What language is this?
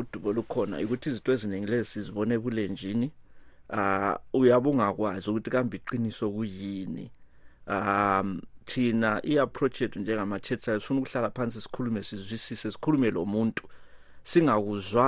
North Ndebele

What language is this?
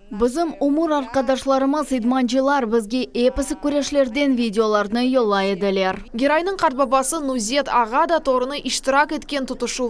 Crimean Tatar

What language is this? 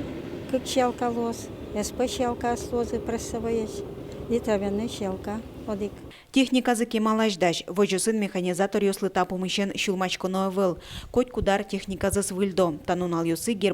Udmurt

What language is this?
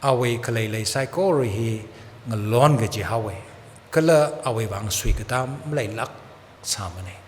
Tangkhul Naga (India)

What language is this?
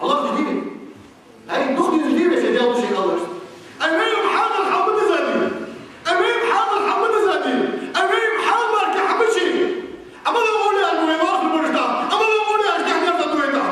Ingush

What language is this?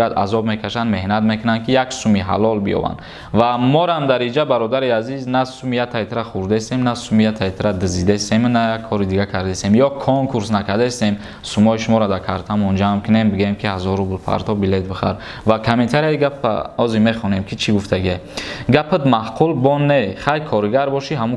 Tajik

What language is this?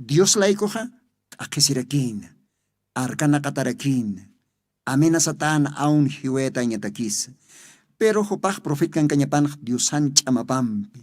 Aymara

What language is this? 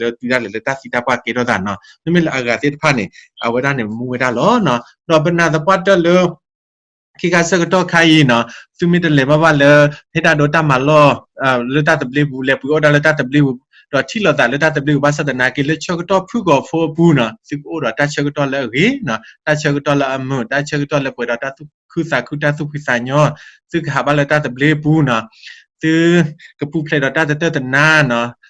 S'gaw Karen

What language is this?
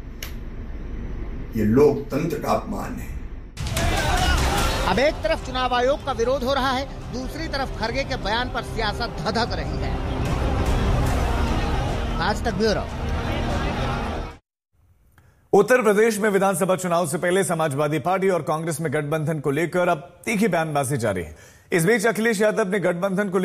Hindi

